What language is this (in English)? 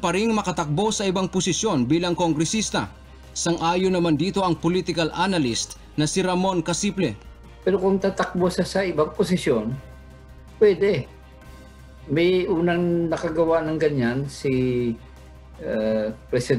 Filipino